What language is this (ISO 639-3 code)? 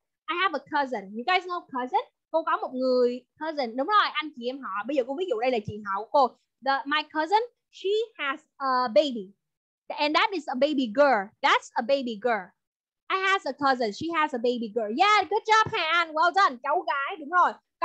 vie